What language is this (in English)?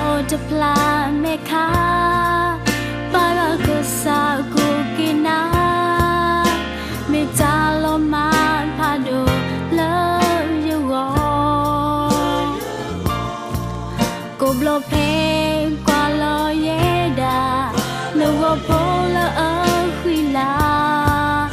S'gaw Karen